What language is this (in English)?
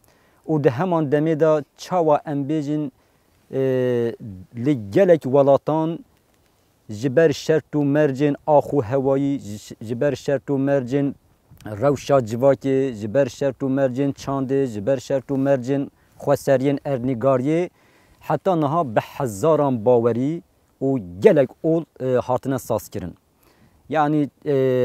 Kurdish